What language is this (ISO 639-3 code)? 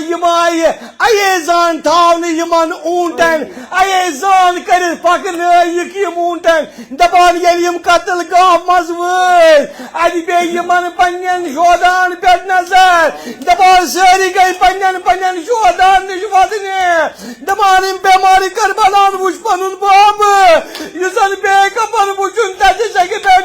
kas